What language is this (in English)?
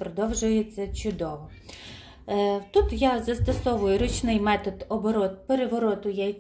Ukrainian